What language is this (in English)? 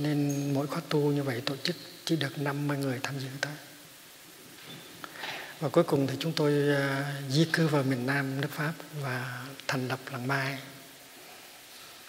Vietnamese